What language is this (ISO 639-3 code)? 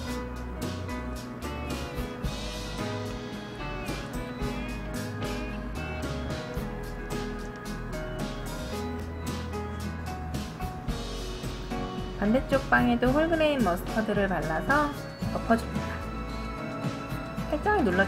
kor